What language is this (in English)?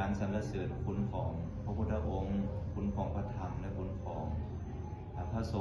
Lao